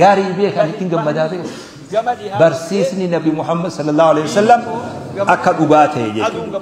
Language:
Oromo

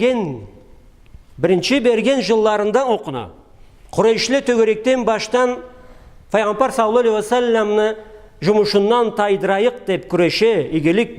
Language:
Karachay-Balkar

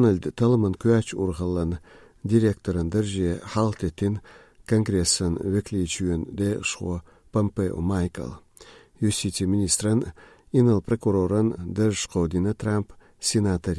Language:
Chechen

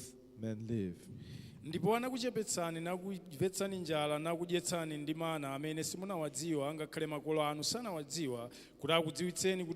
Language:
Nyanja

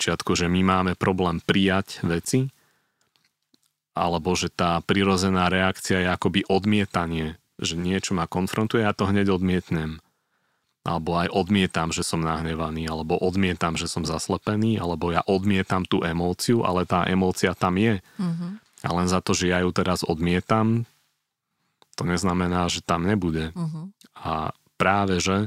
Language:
Slovak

